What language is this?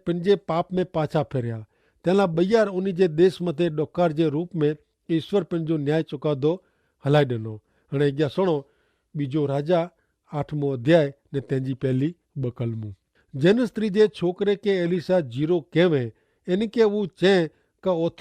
Kachhi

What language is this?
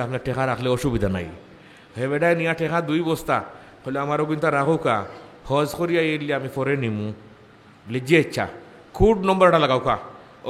Sylheti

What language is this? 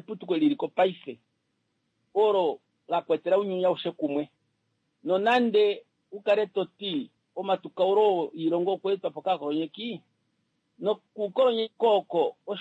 Kuanyama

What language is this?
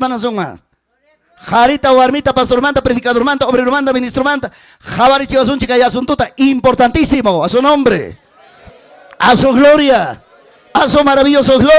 Ayacucho Quechua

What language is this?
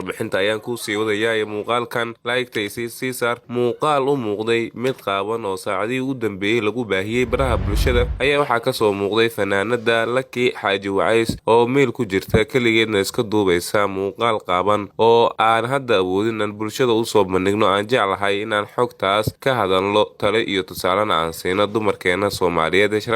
Somali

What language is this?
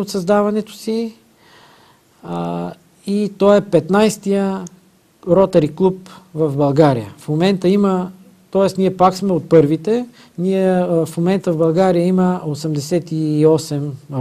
Bulgarian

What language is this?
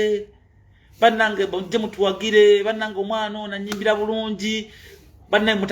Ganda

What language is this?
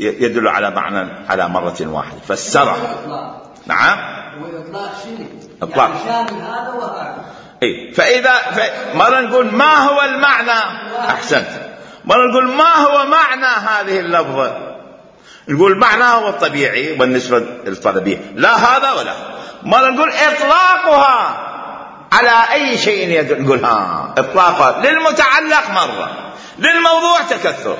Mesopotamian Arabic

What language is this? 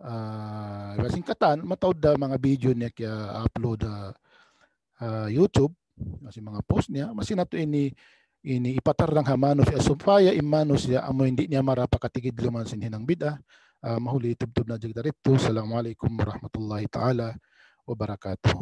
Tausug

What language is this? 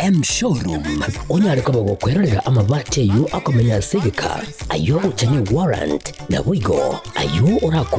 Gusii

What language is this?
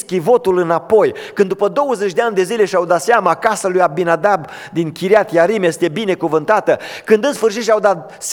Romanian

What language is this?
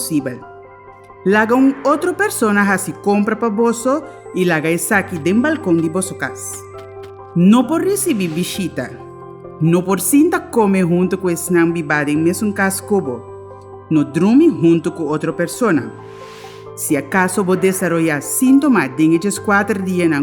Papiamento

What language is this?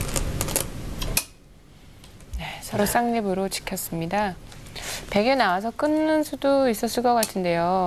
Korean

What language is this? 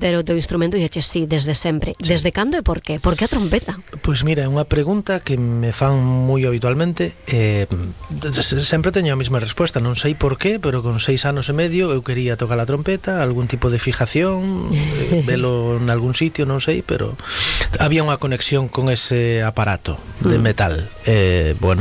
Galician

